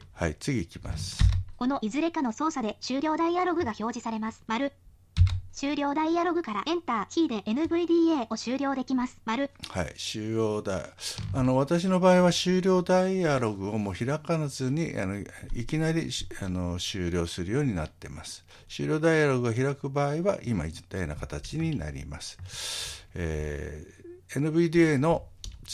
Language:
Japanese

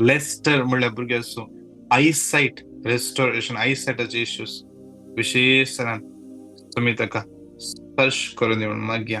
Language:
Konkani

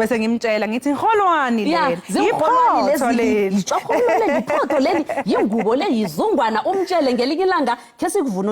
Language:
Zulu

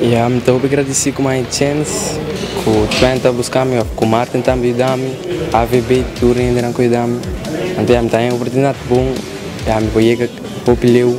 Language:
Papiamento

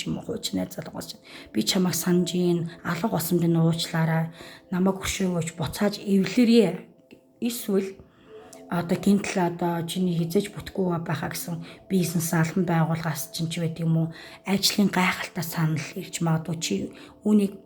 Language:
Mongolian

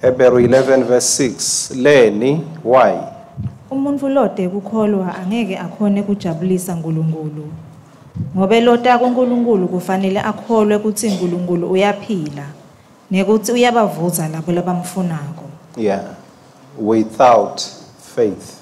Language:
Swati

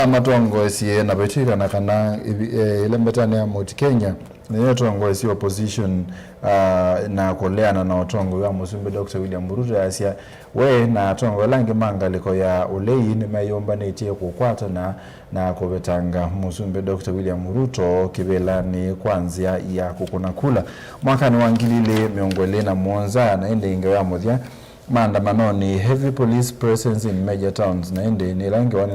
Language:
Kamba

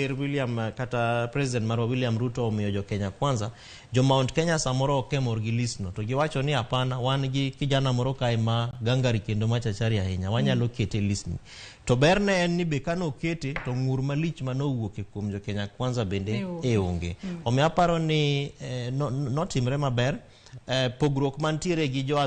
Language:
Luo (Kenya and Tanzania)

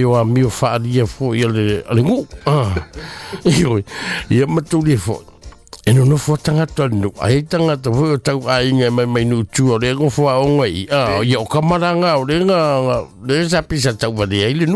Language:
Samoan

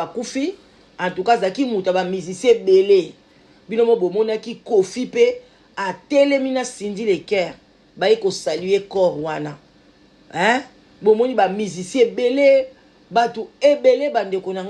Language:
Lingala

